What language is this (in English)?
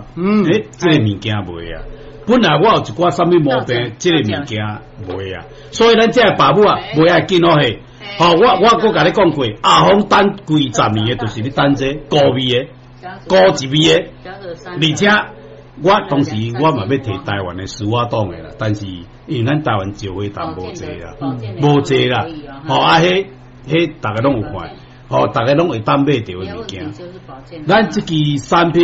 Min Nan Chinese